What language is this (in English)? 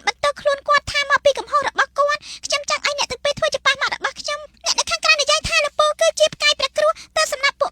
Khmer